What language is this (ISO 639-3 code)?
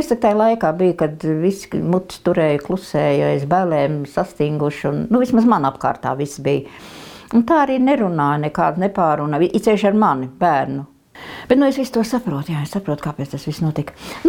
lav